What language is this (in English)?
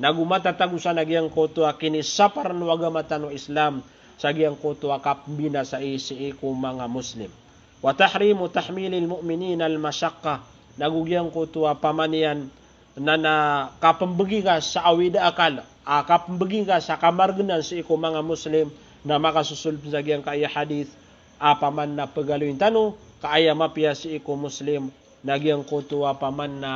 Maranao